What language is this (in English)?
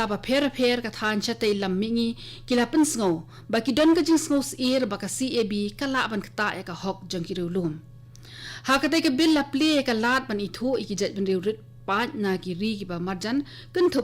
Khasi